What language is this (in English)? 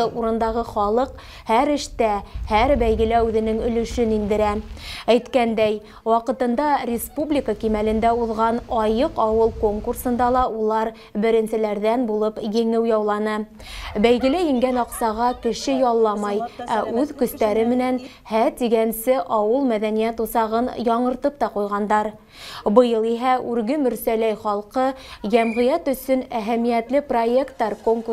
Bashkir